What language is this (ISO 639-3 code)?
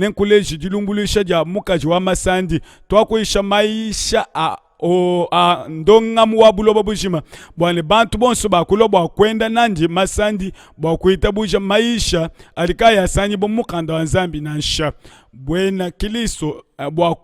lua